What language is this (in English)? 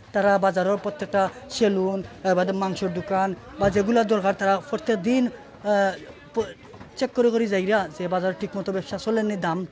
Sylheti